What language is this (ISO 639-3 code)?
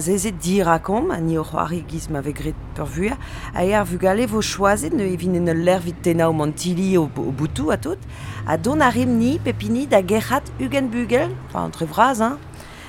bre